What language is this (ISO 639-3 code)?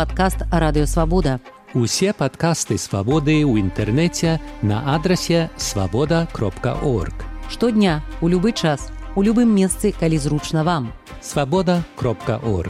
bel